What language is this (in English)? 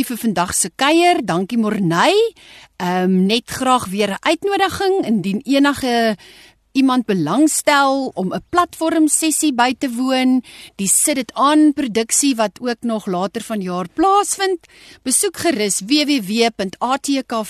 Afrikaans